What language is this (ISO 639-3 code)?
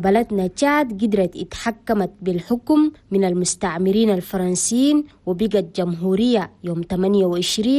shu